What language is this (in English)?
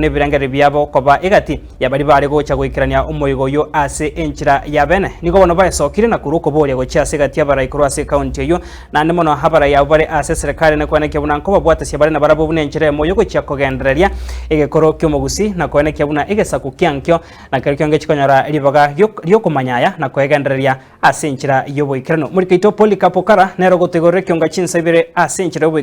Gusii